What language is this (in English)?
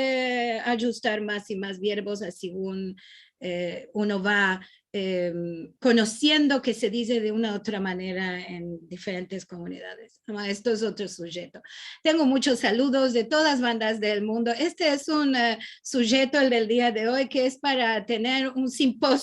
Ladino